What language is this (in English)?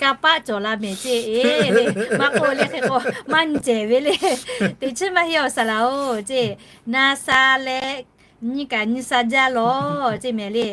Lahu